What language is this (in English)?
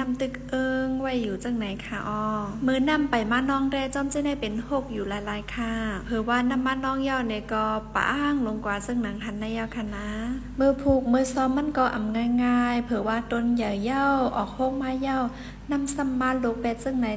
Shan